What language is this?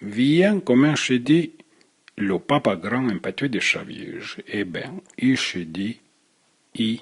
Arpitan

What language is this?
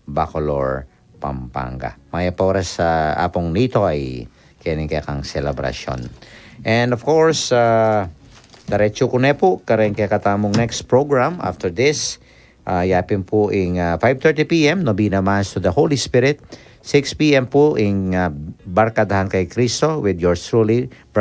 Pampanga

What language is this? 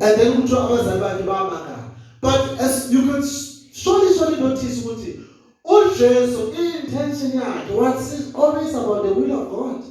Zulu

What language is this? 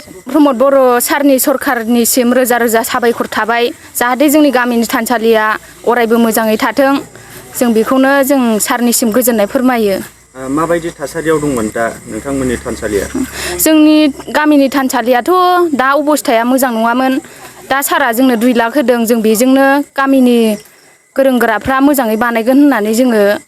Bodo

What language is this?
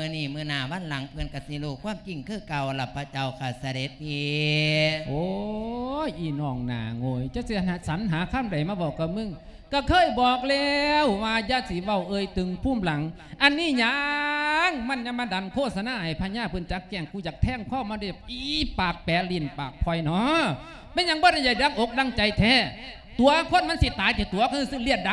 Lao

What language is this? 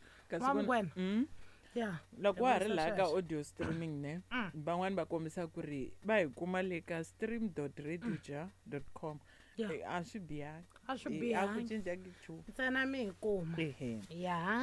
Tsonga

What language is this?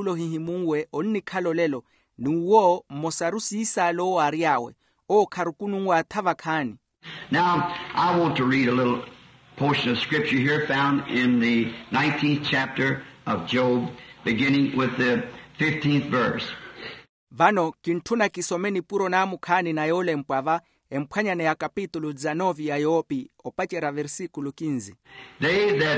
Makhuwa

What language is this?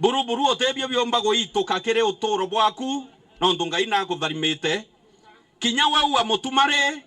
Meru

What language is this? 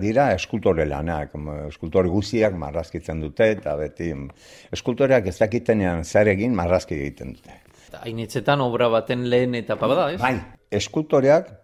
Basque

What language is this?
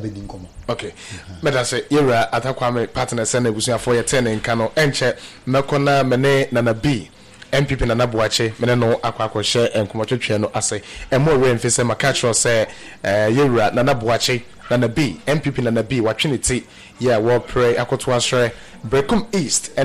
Akan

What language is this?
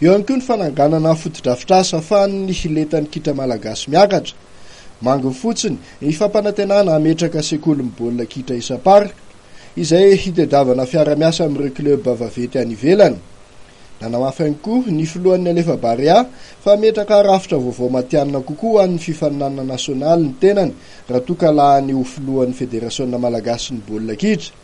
Malagasy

